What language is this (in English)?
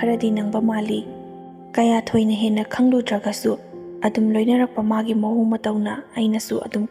Manipuri